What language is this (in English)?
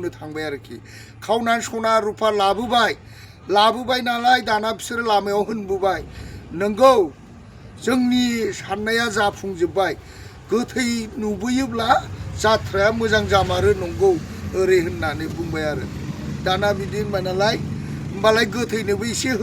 Bodo